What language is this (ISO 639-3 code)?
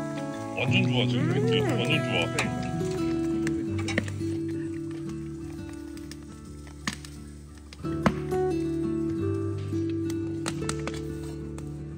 kor